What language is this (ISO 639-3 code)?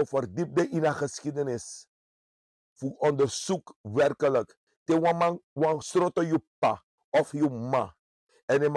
srn